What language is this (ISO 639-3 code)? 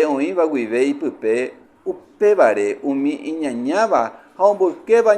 grn